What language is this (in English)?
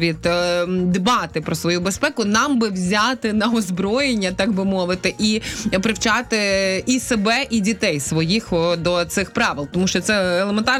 Ukrainian